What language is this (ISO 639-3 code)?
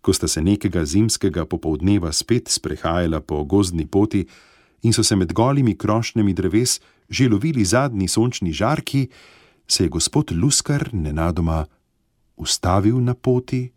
slv